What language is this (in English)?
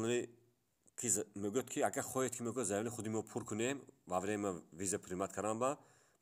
Tajik